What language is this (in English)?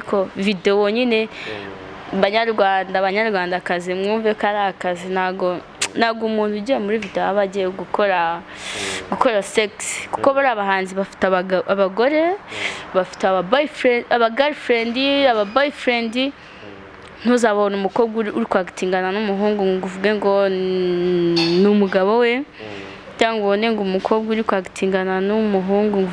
Kinyarwanda